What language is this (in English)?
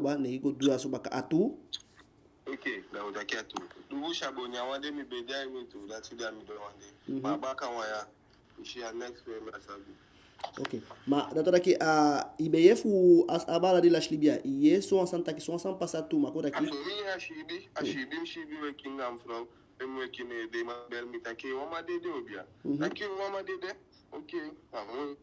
Eastern Maroon Creole